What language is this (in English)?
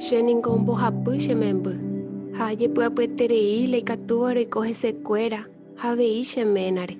Guarani